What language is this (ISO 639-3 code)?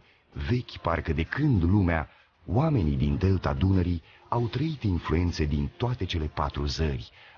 ron